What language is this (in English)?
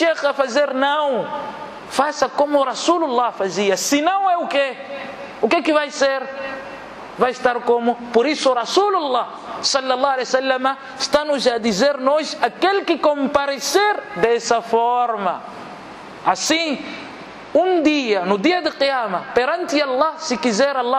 Portuguese